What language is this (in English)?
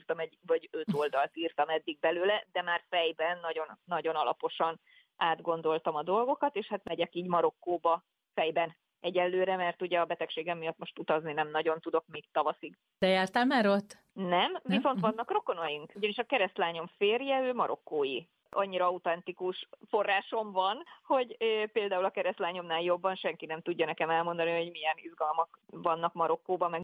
Hungarian